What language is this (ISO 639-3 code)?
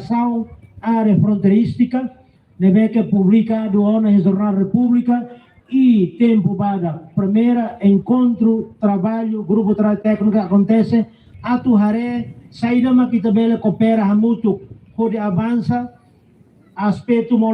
tet